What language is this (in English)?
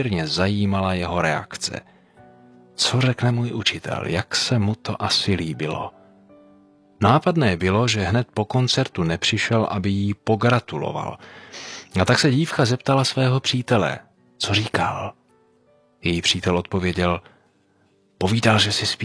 Czech